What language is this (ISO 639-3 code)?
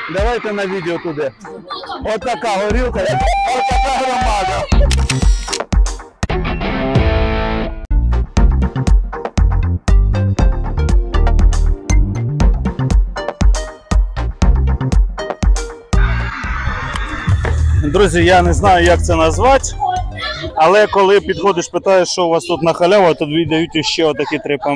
ukr